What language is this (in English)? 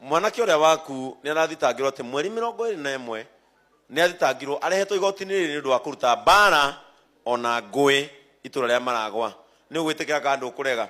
Kikuyu